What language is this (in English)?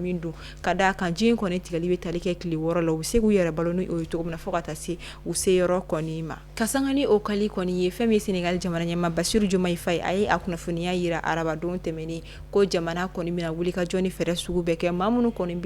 Bambara